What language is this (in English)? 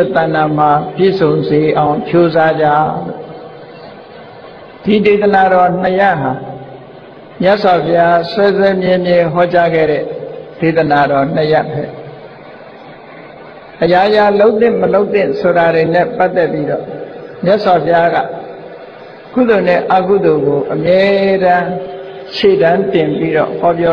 Burmese